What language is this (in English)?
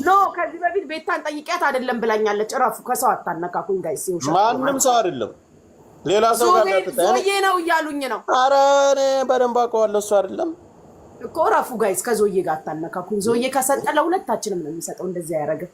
Amharic